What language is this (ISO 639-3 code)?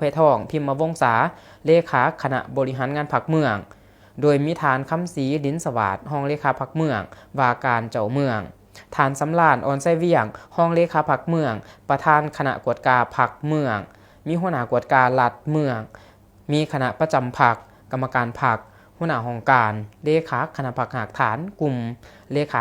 lao